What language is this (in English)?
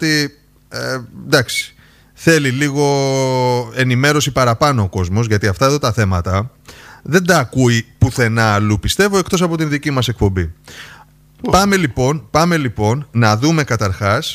Greek